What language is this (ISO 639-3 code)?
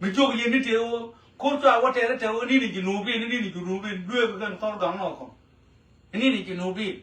nus